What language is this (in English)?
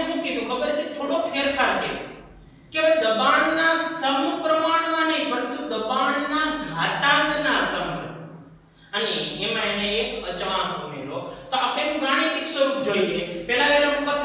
Gujarati